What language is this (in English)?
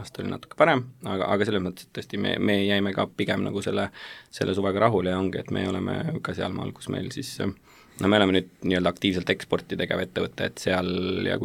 Estonian